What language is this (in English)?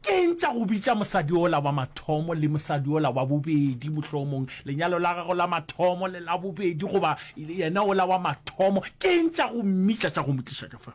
Northern Sotho